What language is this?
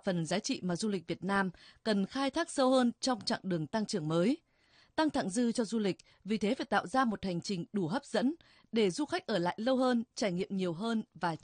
Vietnamese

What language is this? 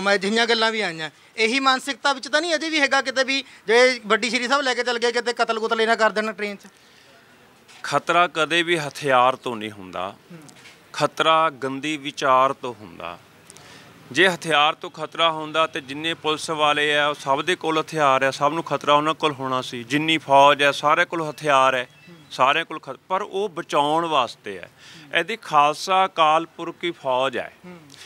Punjabi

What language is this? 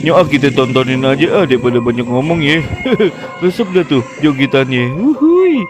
Betawi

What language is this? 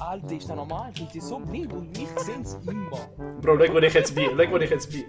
Swiss German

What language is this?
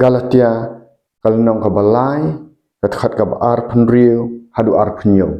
Khasi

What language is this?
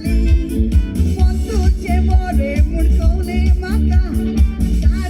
Konkani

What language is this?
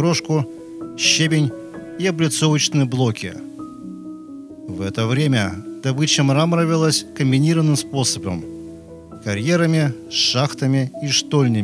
Russian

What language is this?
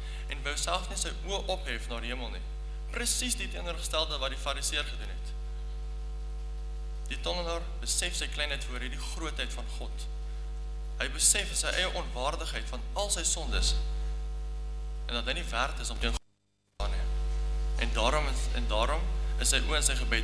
Afrikaans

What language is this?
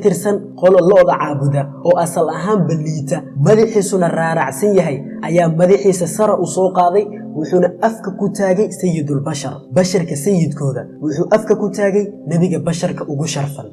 Somali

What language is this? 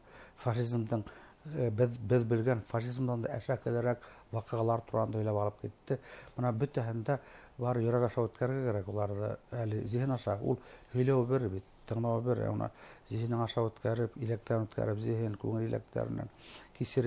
Bashkir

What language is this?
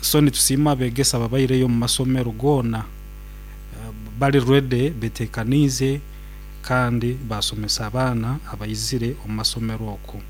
Nyoro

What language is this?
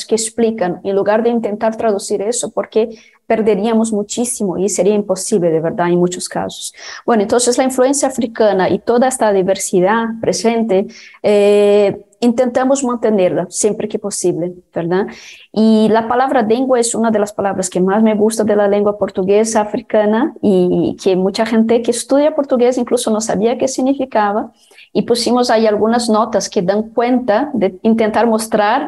Spanish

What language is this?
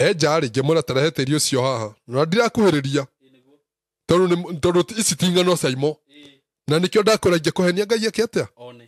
Kikuyu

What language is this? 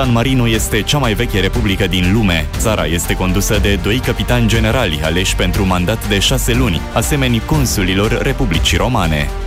Romanian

